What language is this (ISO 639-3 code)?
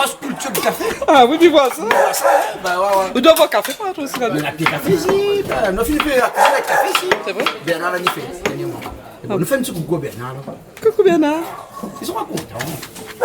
rcf